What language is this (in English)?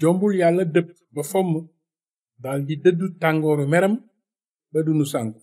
Wolof